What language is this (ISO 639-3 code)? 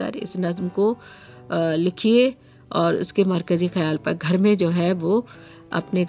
urd